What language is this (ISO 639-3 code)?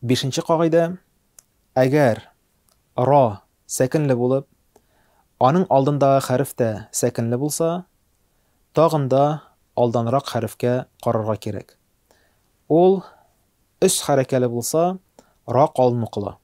tat